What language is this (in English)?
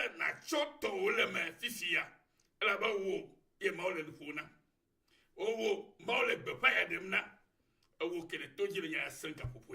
Ewe